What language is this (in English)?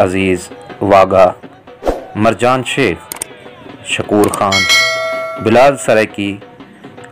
Saraiki